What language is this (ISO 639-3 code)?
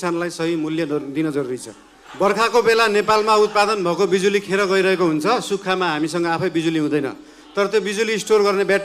nep